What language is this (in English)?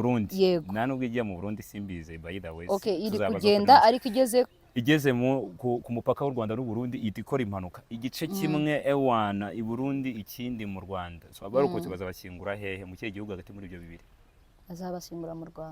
Kinyarwanda